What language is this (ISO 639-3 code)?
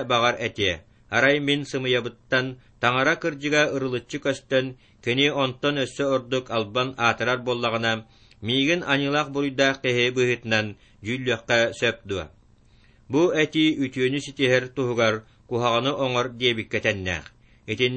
sah